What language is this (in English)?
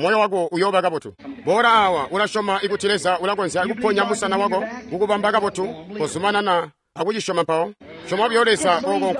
Tonga (Zambia)